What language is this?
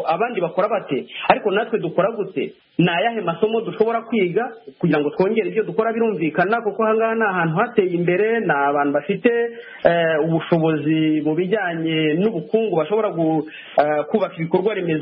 Kinyarwanda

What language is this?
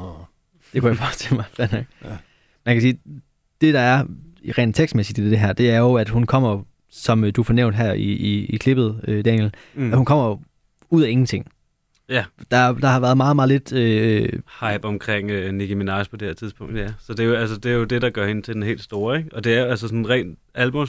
Danish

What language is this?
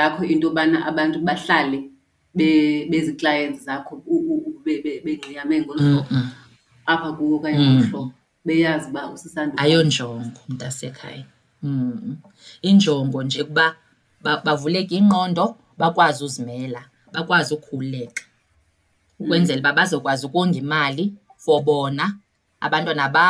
Xhosa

